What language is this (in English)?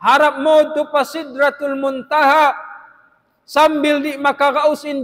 Tausug